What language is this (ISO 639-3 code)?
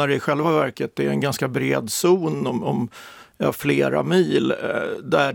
swe